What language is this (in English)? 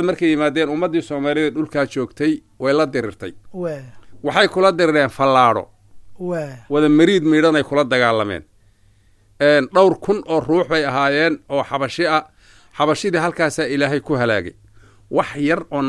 Somali